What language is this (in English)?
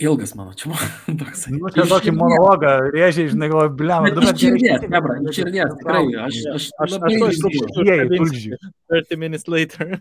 Lithuanian